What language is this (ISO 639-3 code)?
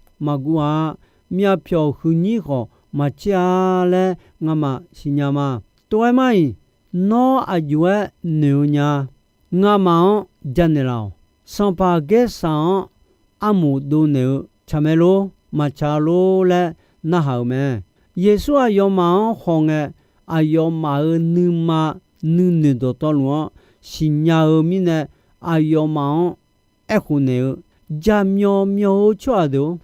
ahk